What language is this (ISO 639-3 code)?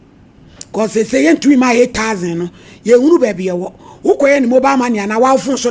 aka